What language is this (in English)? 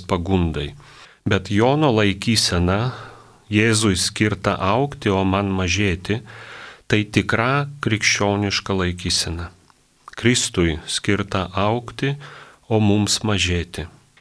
Lithuanian